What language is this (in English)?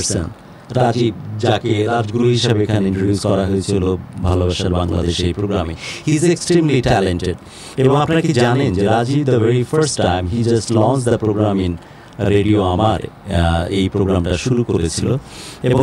Bangla